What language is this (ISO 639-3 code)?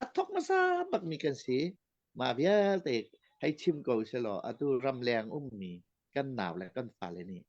cnh